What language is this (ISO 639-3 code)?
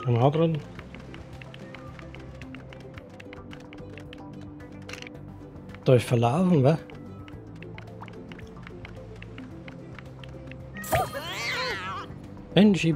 deu